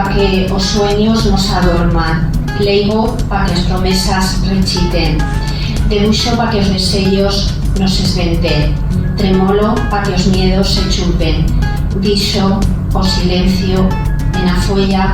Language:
Aragonese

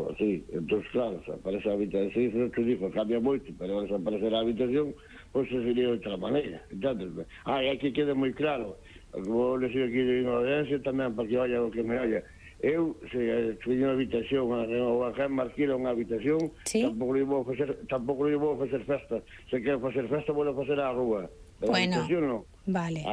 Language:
Galician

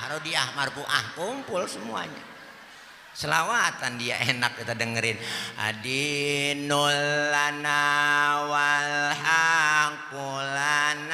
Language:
Betawi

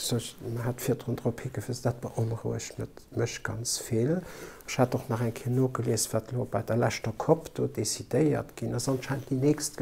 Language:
Luxembourgish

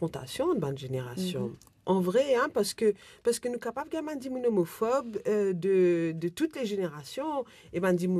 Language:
Morisyen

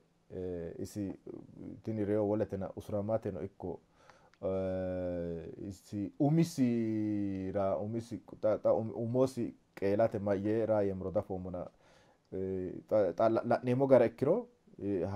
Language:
Sidamo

